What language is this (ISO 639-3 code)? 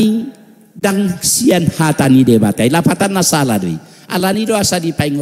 bbc